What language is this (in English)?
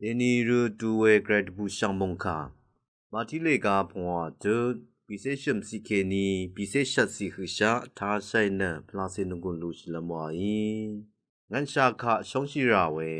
Rawang